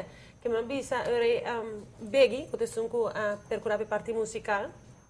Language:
Papiamento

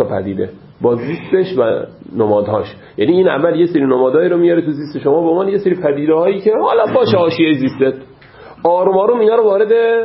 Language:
Persian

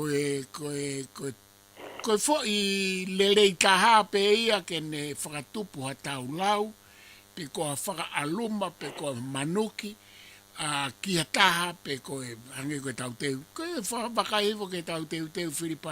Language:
Tongan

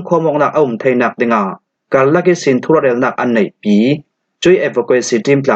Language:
Falam Chin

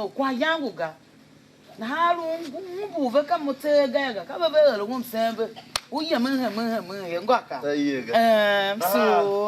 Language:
Tiv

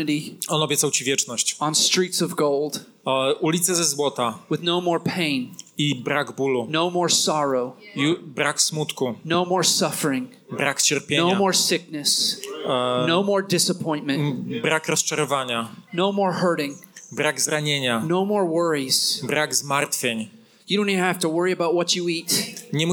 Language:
Polish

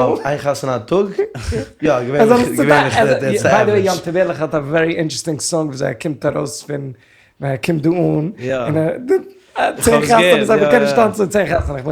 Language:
Yiddish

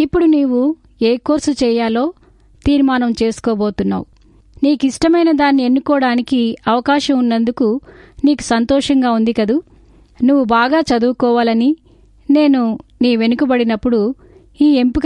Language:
Telugu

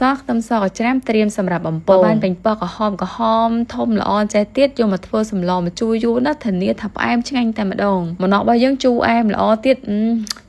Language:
Khmer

